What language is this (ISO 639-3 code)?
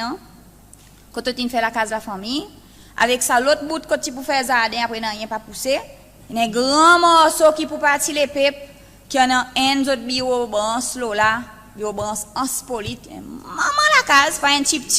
crs